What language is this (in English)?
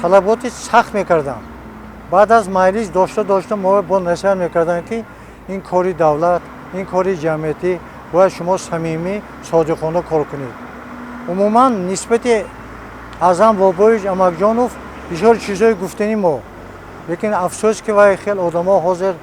Tajik